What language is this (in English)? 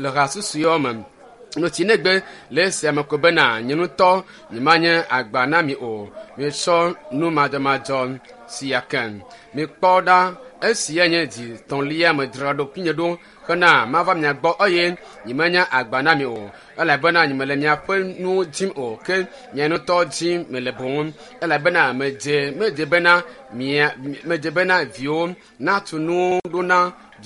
Ewe